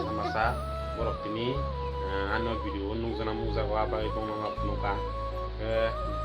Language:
Kok Borok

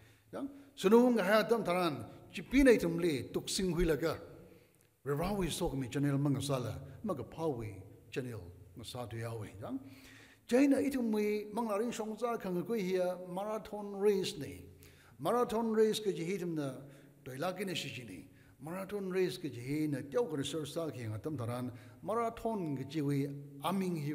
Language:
Tangkhul Naga (India)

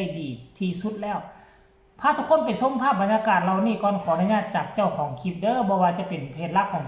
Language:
Lao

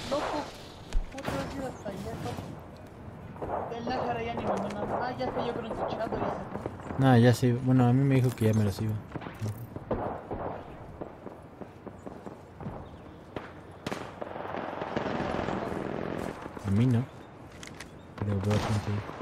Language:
Spanish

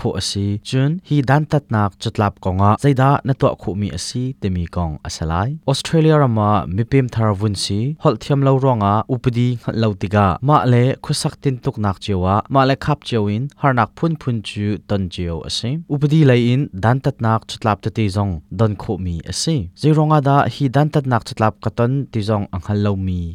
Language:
Hakha Chin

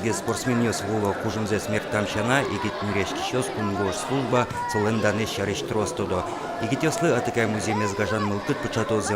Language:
Udmurt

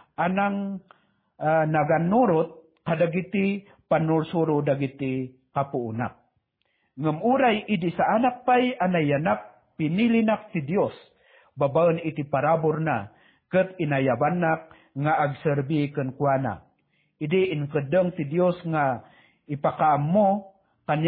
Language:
Iloko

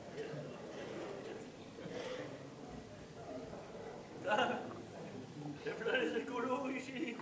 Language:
Picard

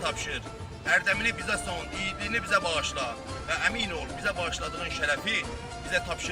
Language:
South Azerbaijani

